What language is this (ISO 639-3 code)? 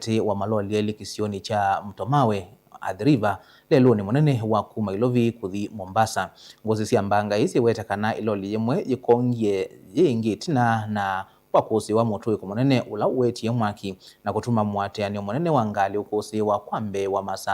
kam